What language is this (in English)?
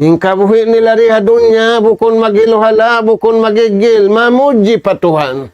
Tausug